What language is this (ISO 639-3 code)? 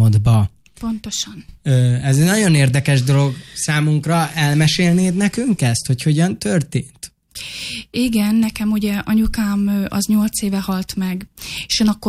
hun